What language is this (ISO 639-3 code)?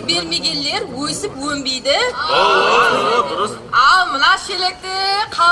kaa